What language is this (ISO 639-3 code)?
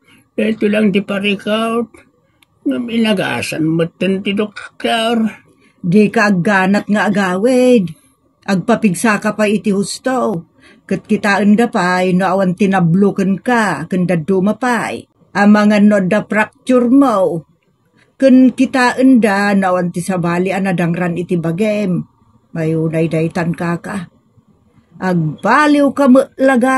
ilo